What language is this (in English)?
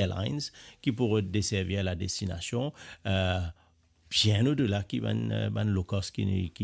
Morisyen